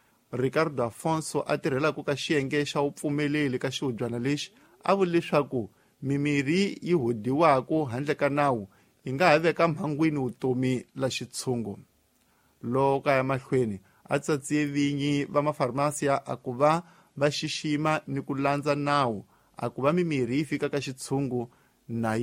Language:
Tsonga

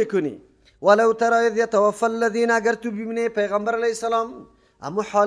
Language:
Persian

